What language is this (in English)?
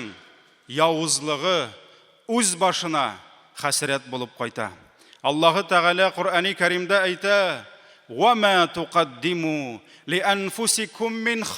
Tatar